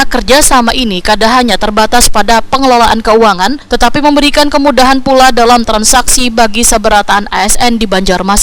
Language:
Banjar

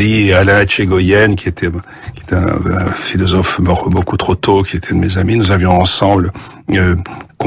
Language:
French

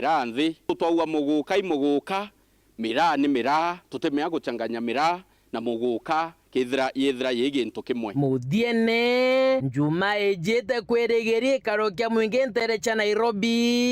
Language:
Meru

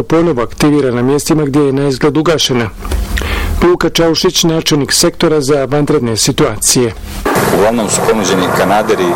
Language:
Bosnian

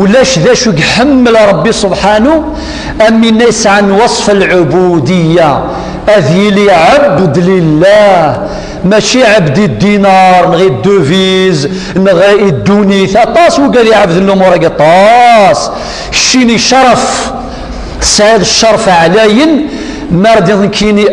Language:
Kabyle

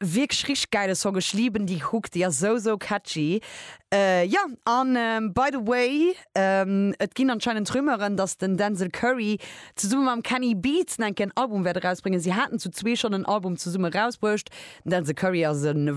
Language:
Luxembourgish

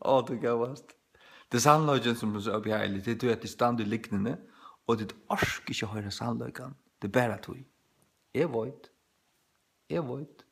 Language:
Faroese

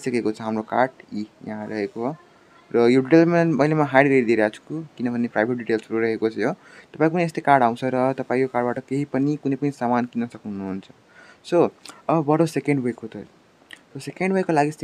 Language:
Nepali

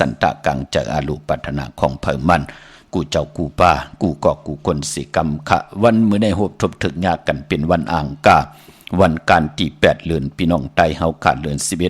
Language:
Shan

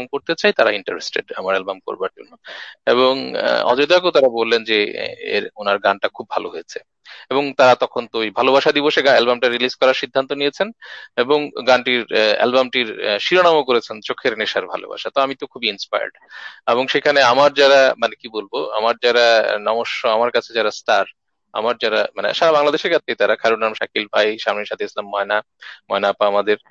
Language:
Bangla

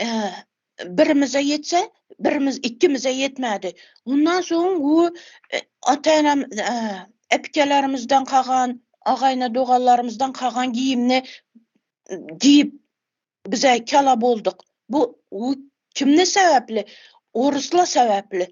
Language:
Turkmen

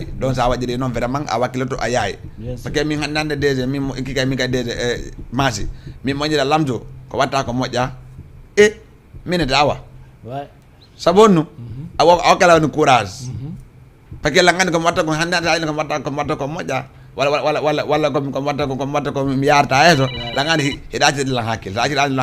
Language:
Fula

